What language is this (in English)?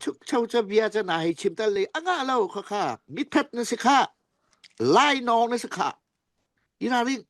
Falam Chin